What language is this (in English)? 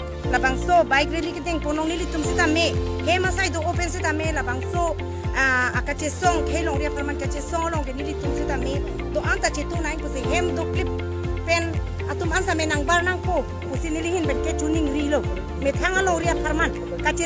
Karbi